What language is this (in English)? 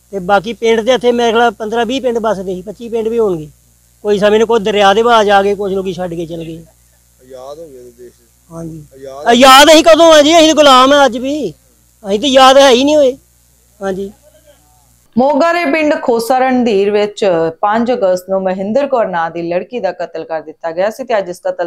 Punjabi